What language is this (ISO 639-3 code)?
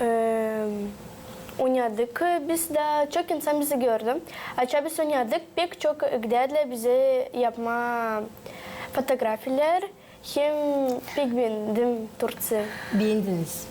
gag